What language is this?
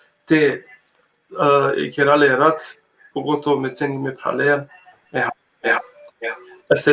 Balkan Romani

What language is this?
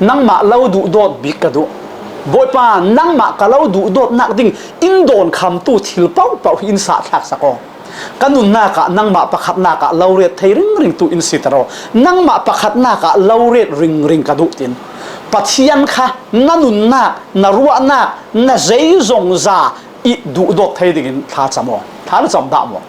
Falam Chin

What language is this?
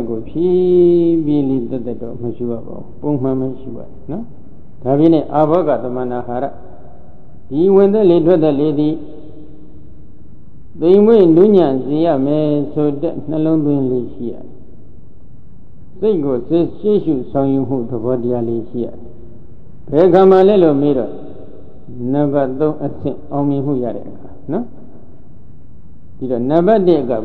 Burmese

